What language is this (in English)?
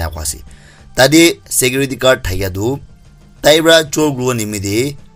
Naga Pidgin